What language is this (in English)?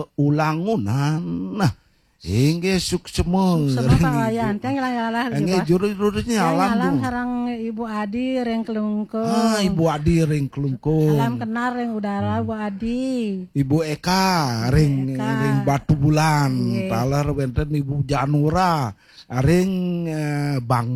Balinese